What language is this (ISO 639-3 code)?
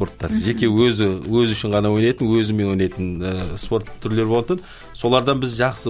kaz